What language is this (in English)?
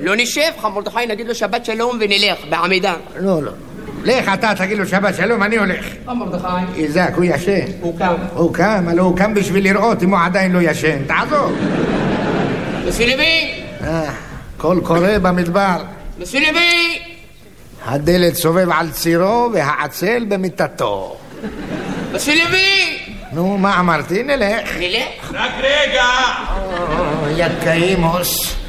Hebrew